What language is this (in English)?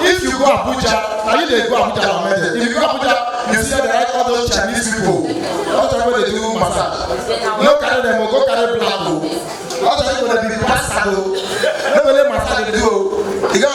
Nigerian Pidgin